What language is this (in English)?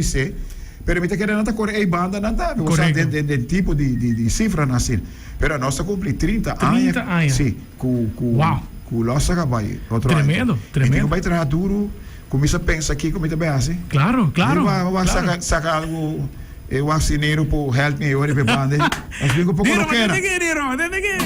Papiamento